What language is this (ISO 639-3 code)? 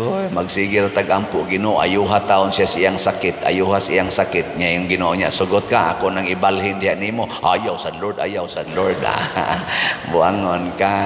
ceb